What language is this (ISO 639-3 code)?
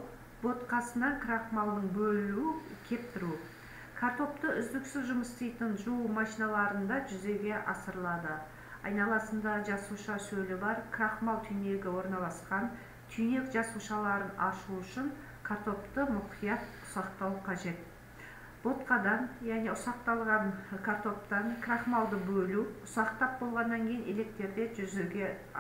kaz